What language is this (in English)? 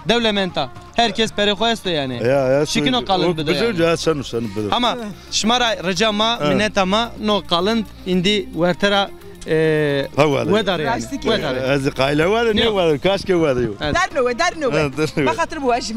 Zaza